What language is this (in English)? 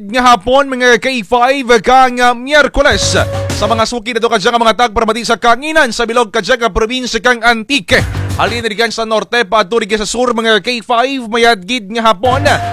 Kinaray-a